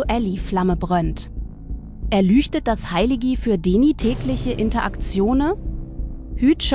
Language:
Swiss German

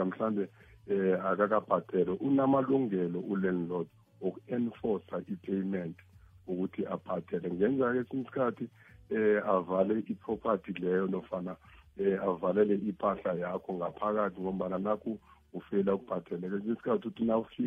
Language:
South Ndebele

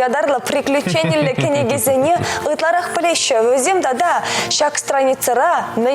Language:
Chuvash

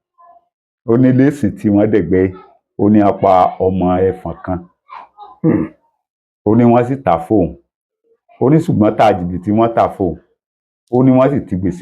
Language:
Yoruba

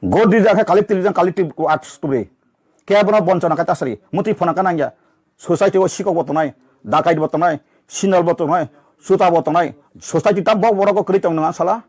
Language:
Riang (India)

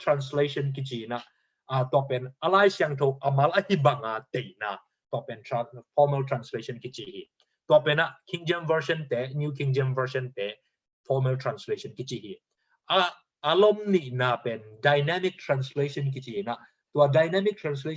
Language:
Tedim Chin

